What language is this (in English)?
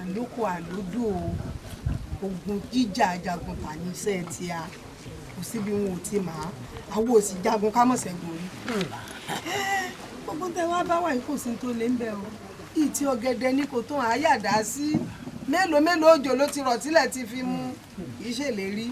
Yoruba